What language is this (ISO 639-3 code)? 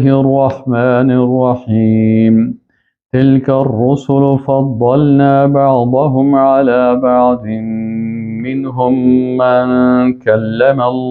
fas